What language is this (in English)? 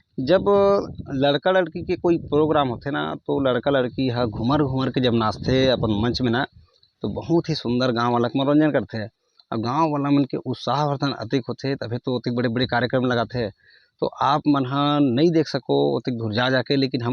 Chhattisgarhi